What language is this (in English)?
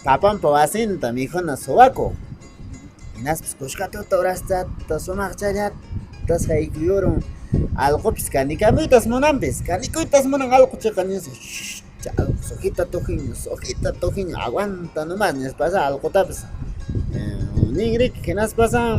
Quechua